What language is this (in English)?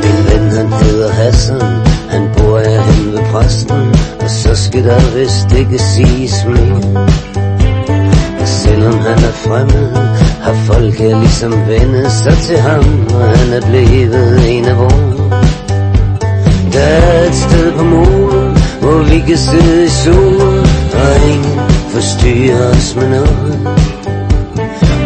Danish